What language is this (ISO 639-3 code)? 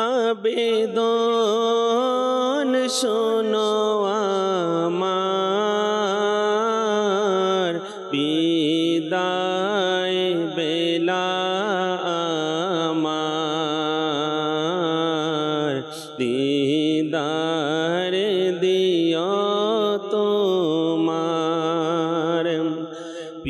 ben